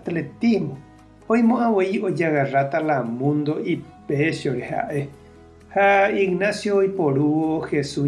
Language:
Guarani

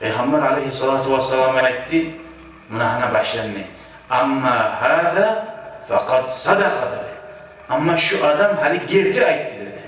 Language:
Kumyk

